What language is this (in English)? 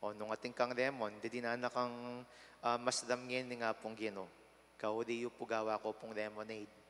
Pampanga